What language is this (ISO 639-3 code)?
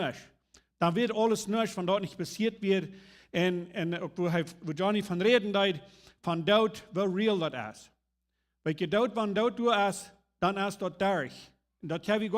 pdt